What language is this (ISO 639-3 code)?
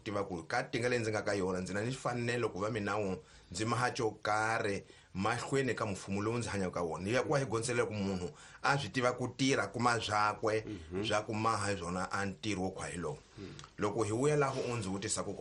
tso